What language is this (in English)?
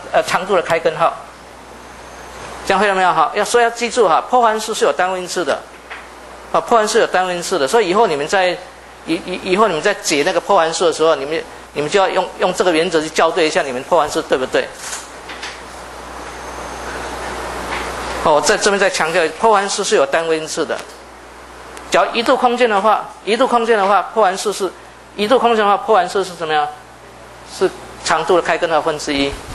Chinese